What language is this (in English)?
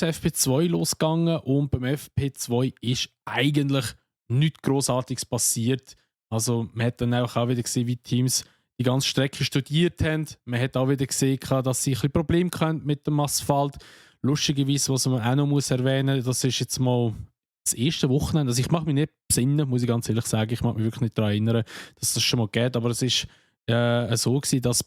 Swiss German